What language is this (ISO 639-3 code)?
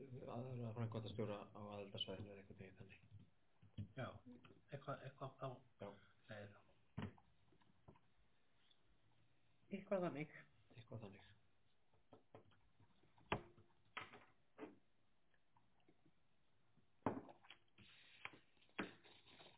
isl